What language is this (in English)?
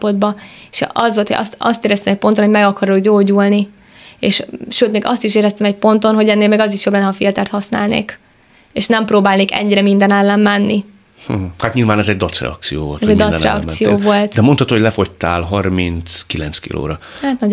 Hungarian